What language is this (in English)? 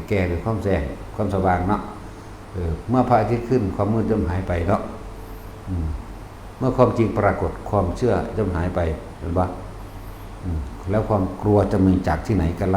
Northeastern Thai